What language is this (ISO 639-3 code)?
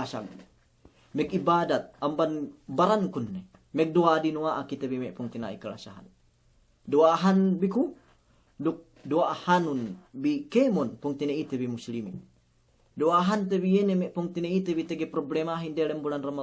yka